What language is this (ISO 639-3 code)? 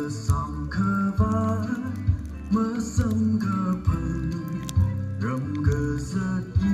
nmf